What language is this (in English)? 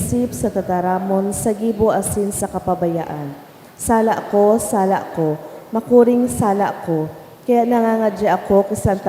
Bikol